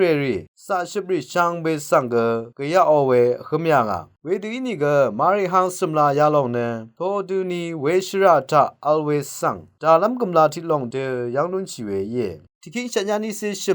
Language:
Rawang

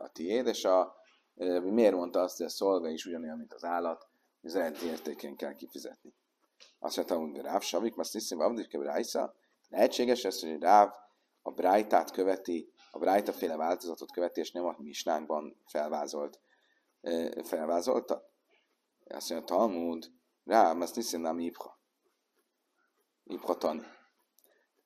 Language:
Hungarian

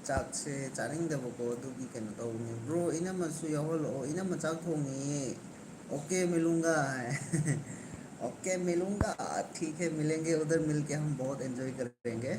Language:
Manipuri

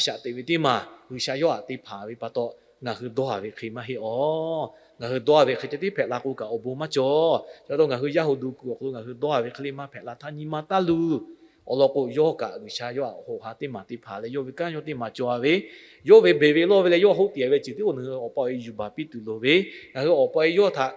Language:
Lahu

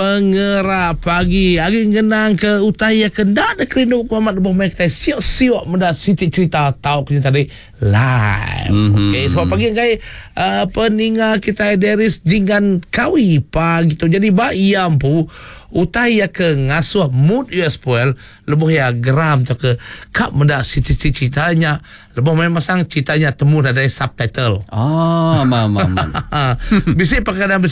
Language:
Iban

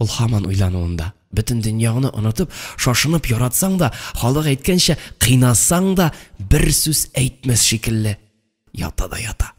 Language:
Tatar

